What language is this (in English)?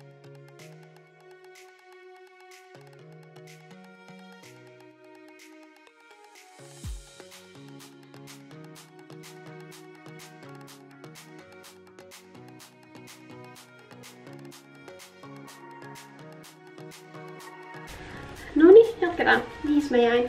Finnish